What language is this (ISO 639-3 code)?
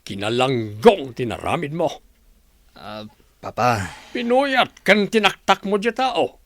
ilo